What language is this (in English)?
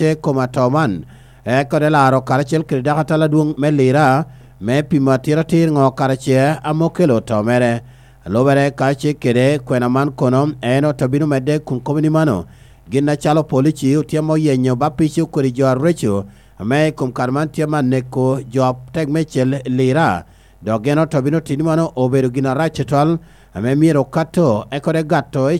Lango (Uganda)